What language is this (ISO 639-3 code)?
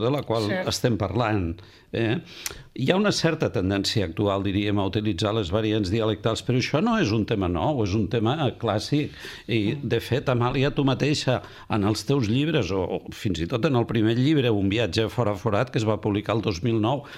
cat